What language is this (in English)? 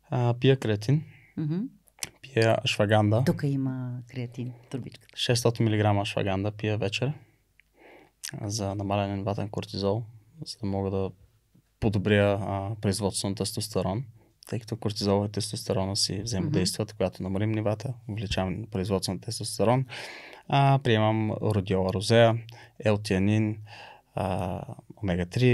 Bulgarian